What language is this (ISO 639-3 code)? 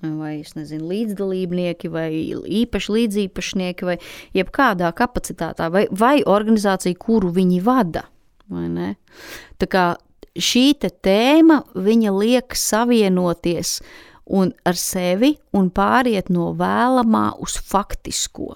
lav